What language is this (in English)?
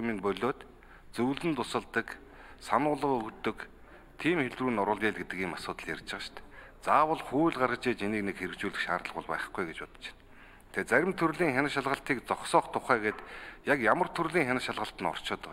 Mongolian